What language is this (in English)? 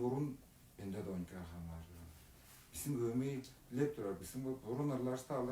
Tuvinian